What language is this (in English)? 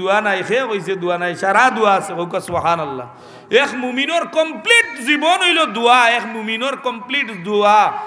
Sylheti